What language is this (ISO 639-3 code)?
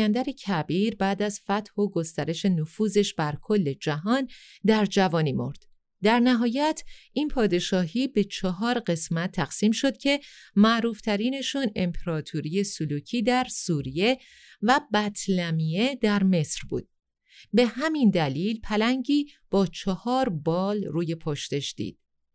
fas